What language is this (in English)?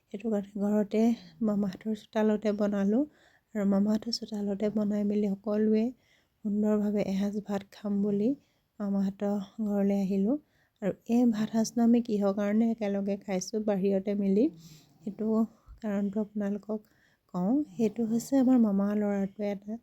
Assamese